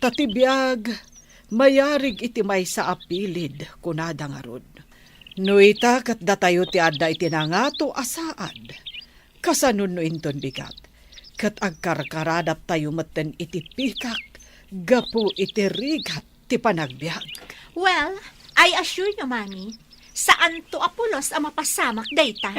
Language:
Iloko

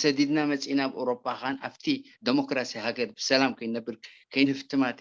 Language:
Tigrinya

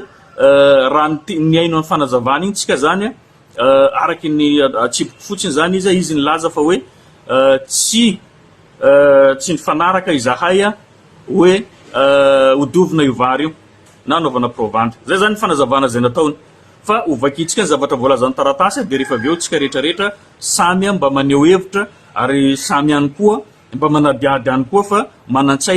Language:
Malagasy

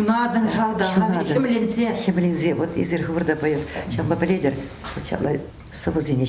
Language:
Chuvash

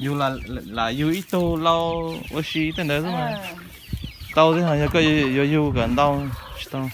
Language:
Hmong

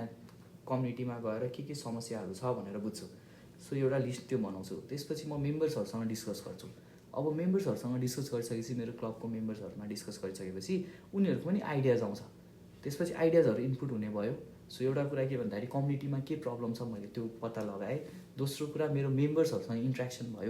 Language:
Nepali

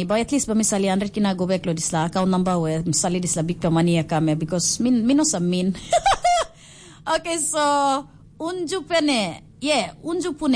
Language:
Tok Pisin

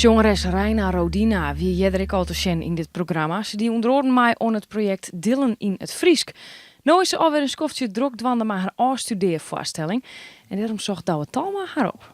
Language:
Western Frisian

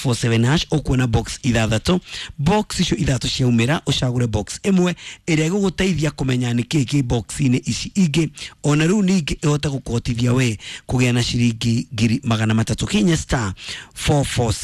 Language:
Kikuyu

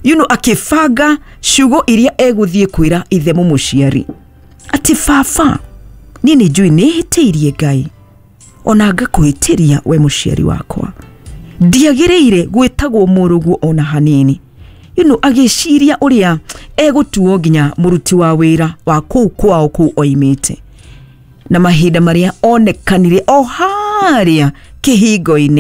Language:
Kikuyu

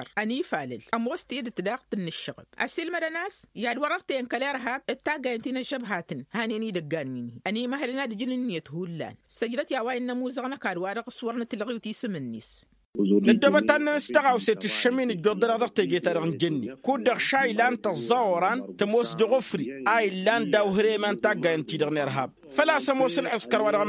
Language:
Tamasheq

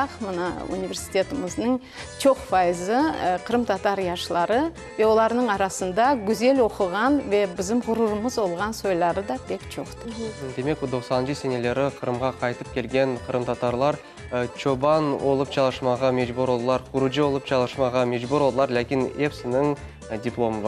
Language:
Crimean Tatar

